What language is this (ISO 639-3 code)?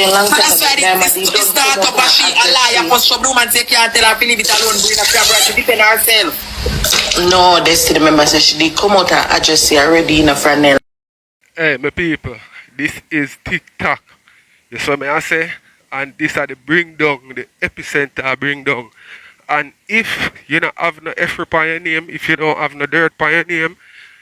jam